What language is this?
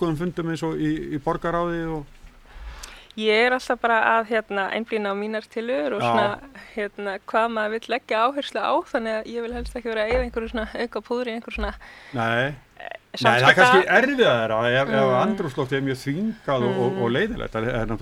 Icelandic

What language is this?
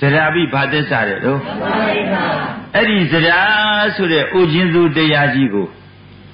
Burmese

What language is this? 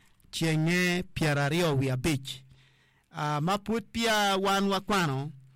Acoli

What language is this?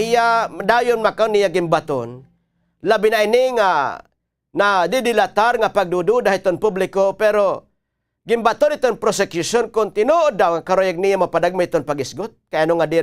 Waray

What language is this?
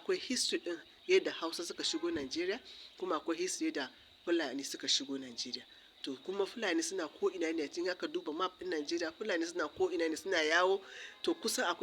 Hausa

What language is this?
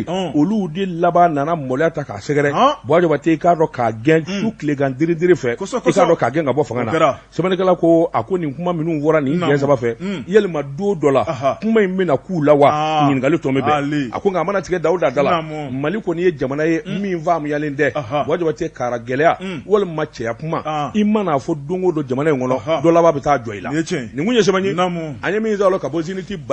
Bambara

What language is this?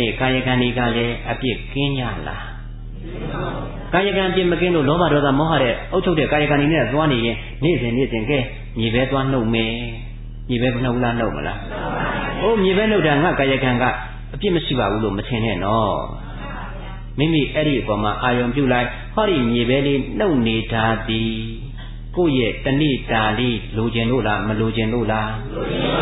Burmese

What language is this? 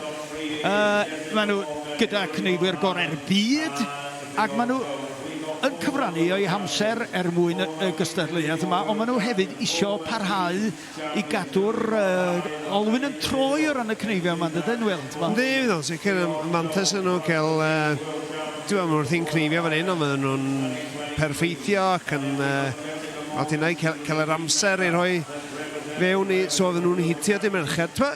Welsh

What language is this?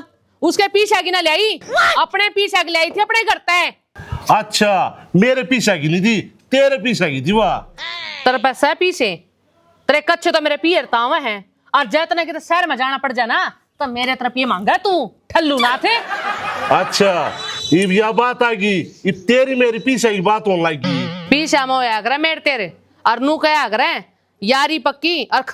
Haryanvi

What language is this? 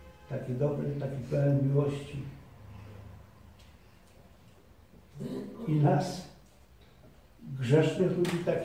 Polish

